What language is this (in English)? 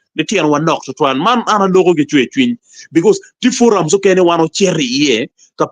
Acoli